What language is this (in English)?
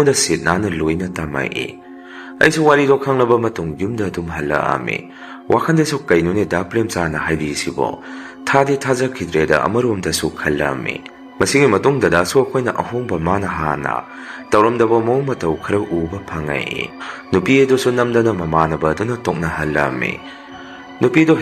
Manipuri